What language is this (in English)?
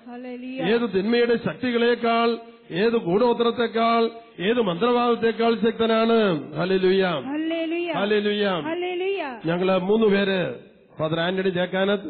Malayalam